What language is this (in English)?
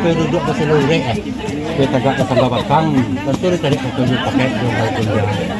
Minangkabau